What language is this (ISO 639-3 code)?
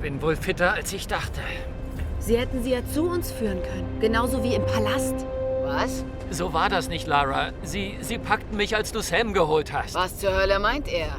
bar